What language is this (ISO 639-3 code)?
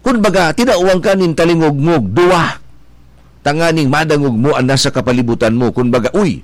bik